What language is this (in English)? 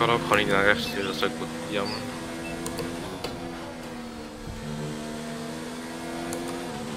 Dutch